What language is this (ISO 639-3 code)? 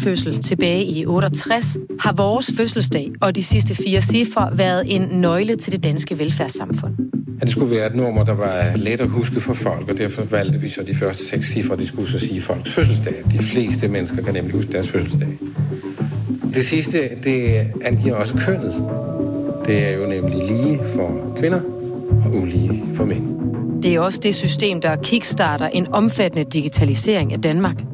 dan